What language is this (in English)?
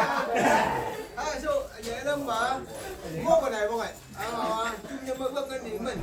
Phom Naga